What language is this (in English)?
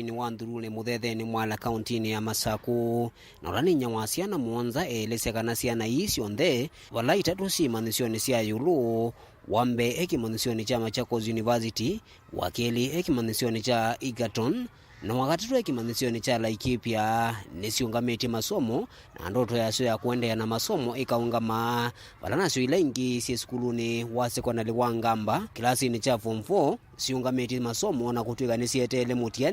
Kamba